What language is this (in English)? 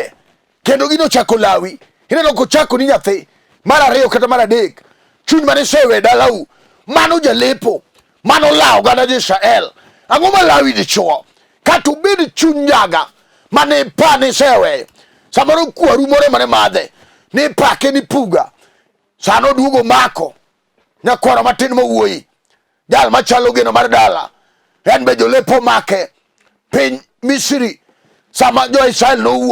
Luo (Kenya and Tanzania)